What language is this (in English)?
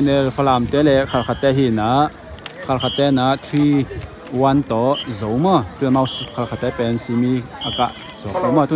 Tedim Chin